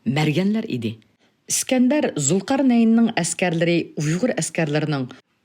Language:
Uyghur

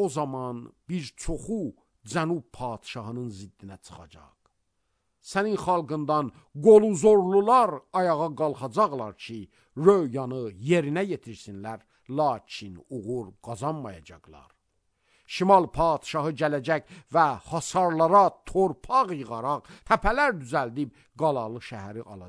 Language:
Azerbaijani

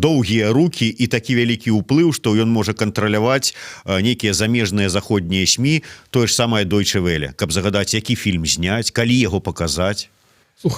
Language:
Belarusian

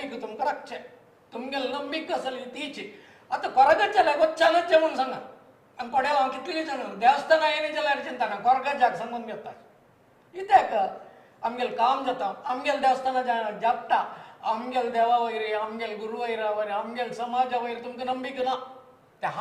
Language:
Konkani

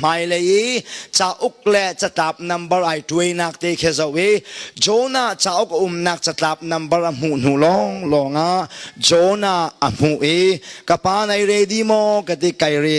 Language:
Hakha Chin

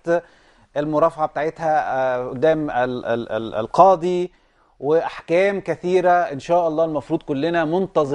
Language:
Egyptian Arabic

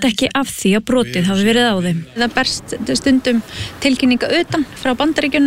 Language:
Icelandic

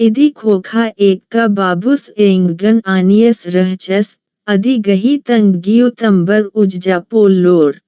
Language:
Kurukh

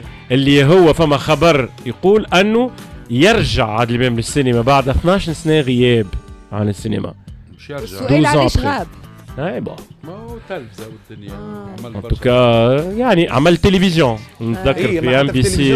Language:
Tunisian Arabic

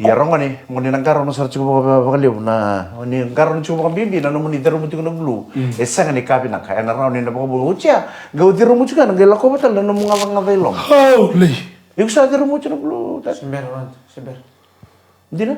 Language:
Fijian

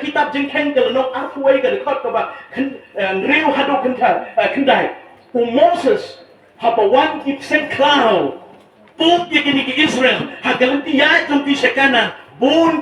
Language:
Khasi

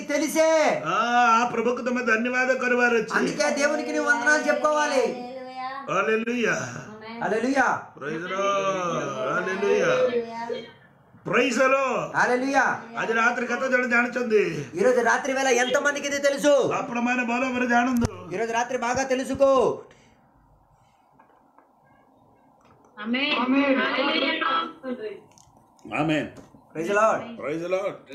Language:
Telugu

